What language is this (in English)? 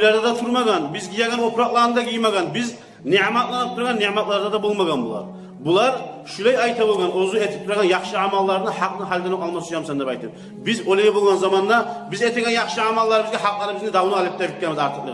Kumyk